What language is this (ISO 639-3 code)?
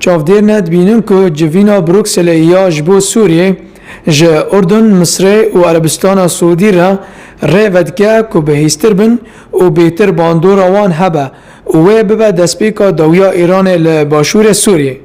kur